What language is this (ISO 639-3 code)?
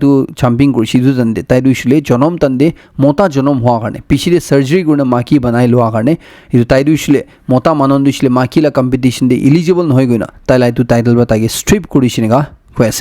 nag